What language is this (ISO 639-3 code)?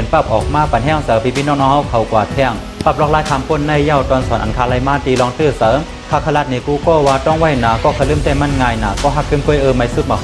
shn